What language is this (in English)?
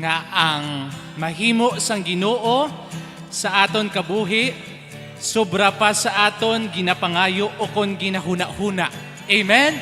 Hiligaynon